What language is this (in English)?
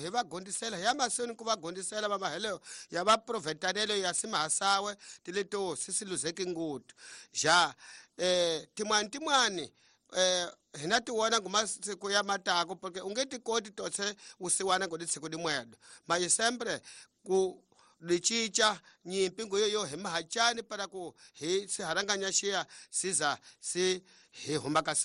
Tsonga